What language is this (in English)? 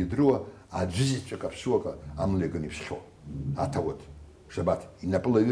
Abkhazian